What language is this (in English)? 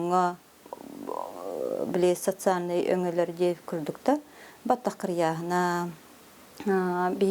Yakut